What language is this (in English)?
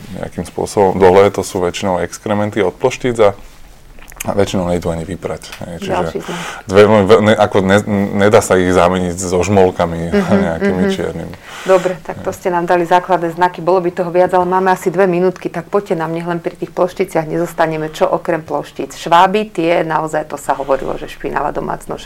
Slovak